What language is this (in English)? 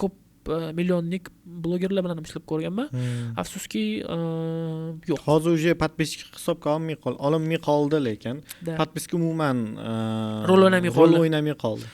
Uzbek